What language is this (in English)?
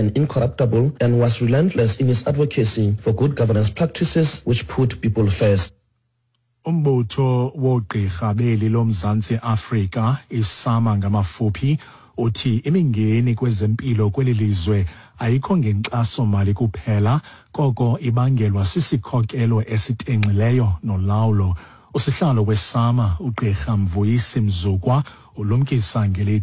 Xhosa